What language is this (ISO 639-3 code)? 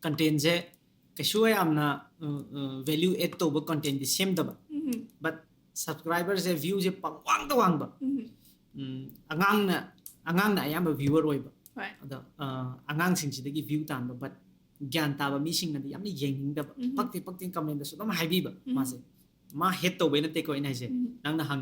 mni